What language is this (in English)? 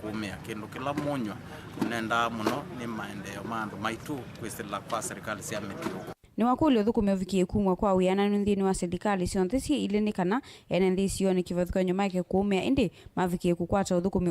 Kamba